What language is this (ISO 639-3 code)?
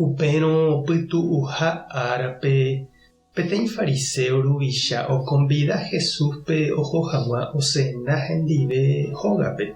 grn